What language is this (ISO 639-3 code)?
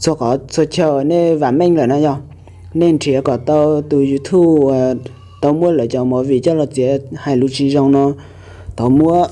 hmn